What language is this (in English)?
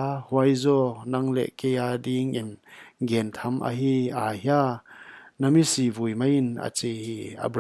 Paite Chin